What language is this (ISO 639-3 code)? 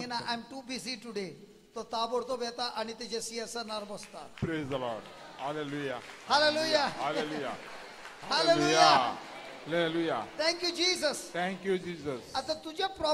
kok